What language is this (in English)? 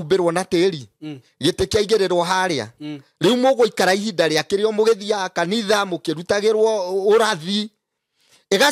Kikuyu